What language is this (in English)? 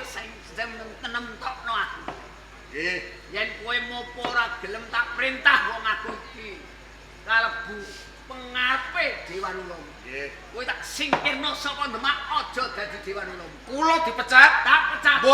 Javanese